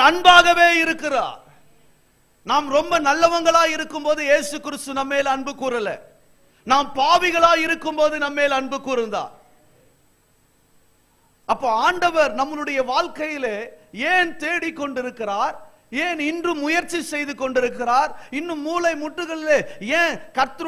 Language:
Tamil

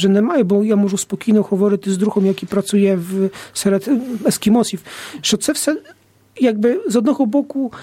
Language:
Ukrainian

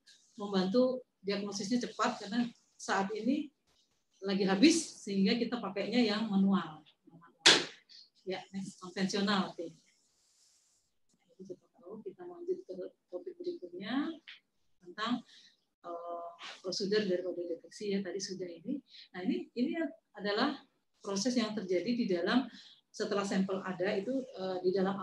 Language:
Indonesian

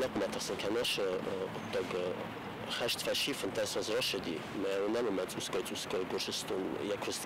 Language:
Ossetic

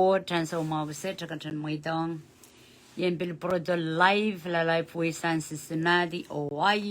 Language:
Pohnpeian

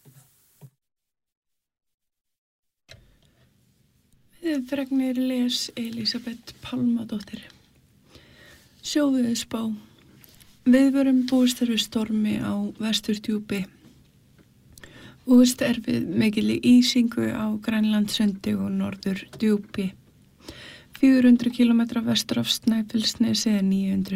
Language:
Icelandic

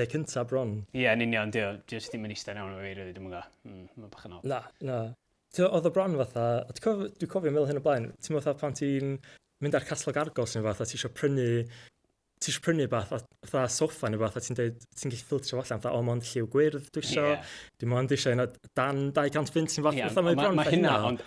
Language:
Welsh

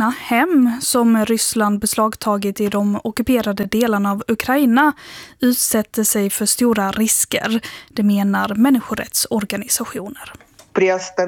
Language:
Swedish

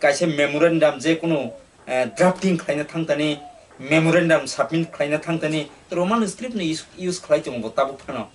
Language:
Kok Borok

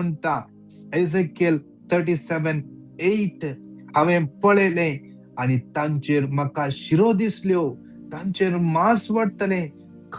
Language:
Konkani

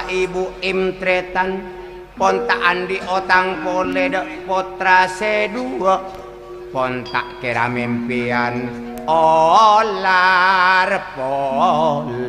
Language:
Madurese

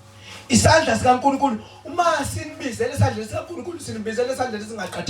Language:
Zulu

